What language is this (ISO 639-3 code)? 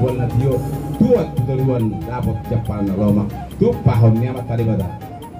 bbc